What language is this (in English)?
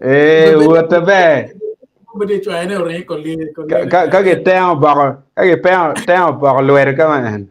Acoli